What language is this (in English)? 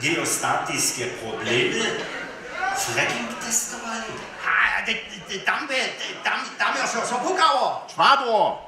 Upper Sorbian